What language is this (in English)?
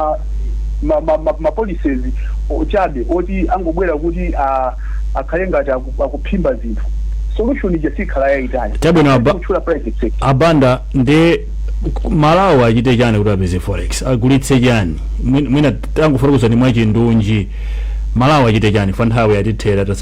Nyanja